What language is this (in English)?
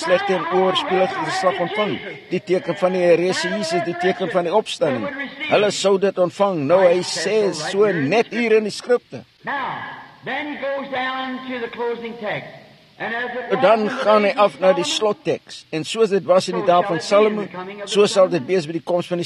Afrikaans